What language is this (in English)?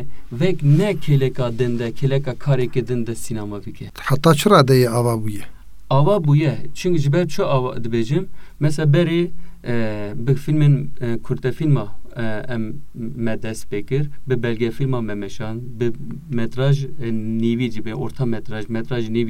Kurdish